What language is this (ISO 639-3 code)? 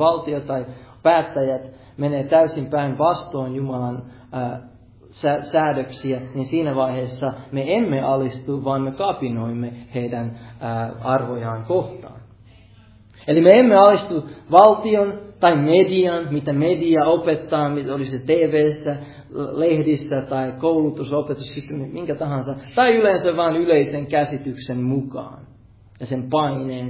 fin